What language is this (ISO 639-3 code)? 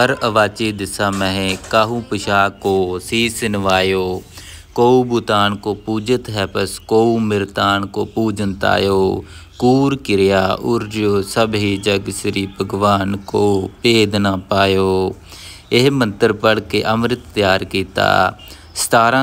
pan